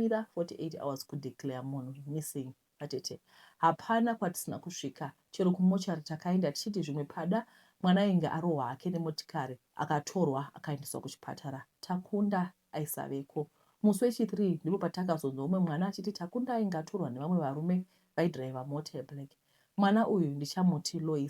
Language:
Shona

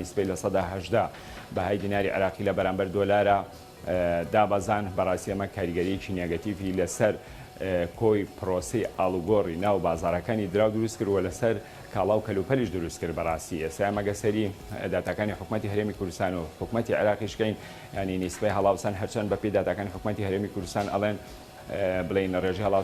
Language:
Central Kurdish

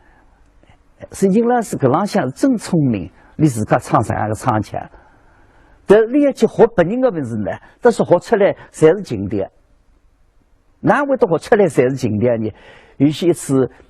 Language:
Wu Chinese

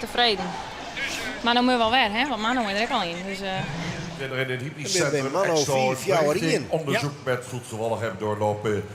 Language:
Western Frisian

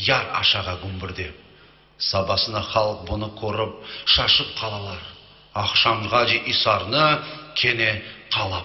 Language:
Crimean Tatar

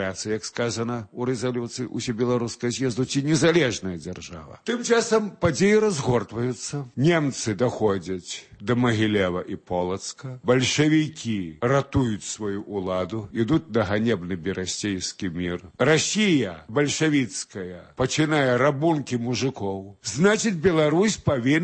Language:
Belarusian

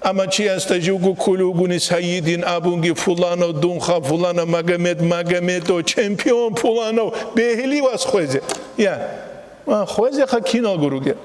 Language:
Avaric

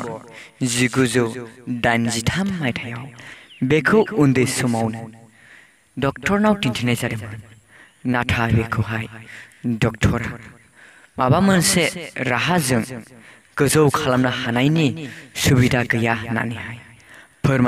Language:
Bodo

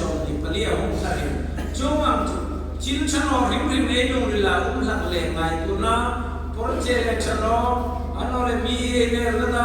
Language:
Hmar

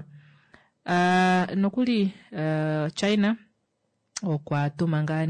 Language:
Kuanyama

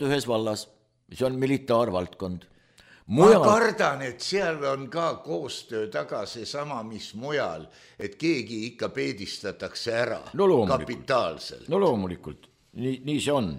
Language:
Estonian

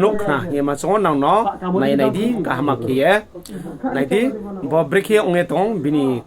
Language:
Riang (India)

